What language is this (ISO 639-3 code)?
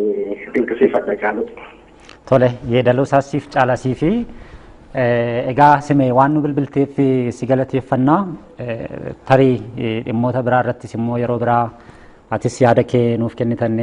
orm